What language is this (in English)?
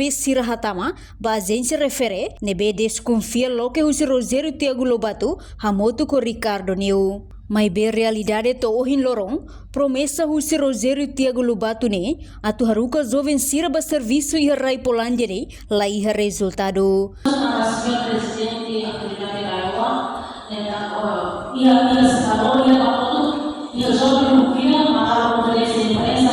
Tetum